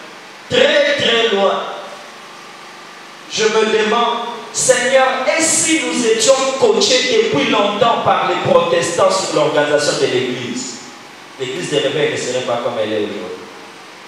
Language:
French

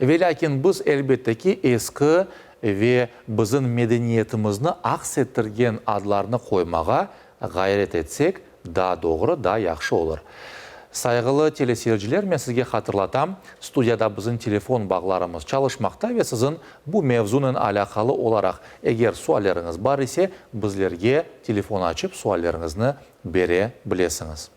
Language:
Crimean Tatar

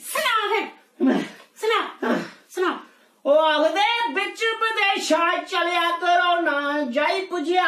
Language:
Dogri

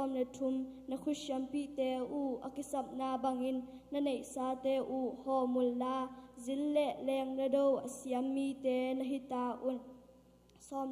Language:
Tedim Chin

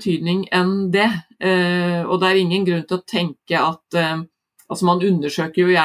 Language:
Norwegian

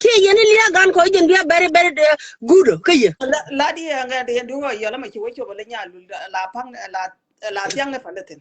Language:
Nuer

